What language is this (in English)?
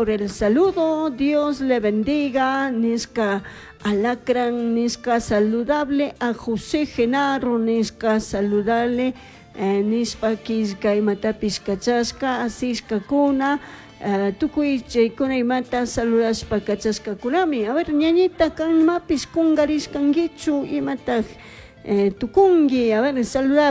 Chimborazo Highland Quichua